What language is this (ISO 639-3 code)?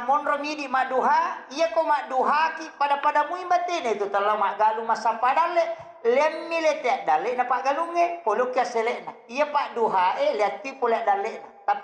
bug